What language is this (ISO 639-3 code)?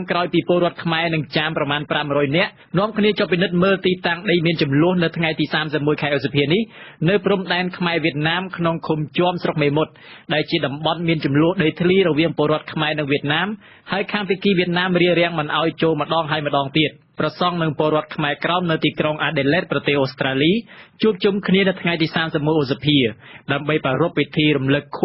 khm